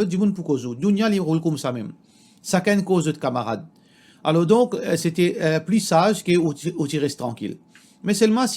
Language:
Morisyen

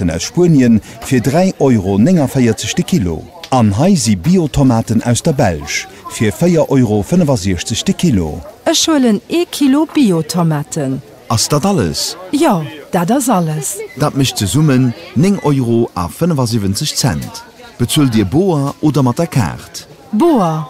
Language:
Luxembourgish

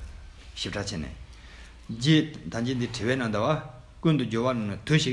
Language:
Tibetan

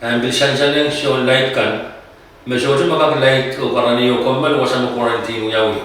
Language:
Pohnpeian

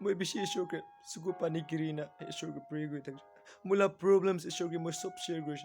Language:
Naga Pidgin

